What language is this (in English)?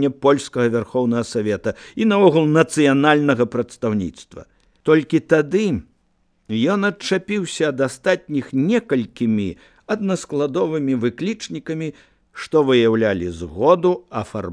Belarusian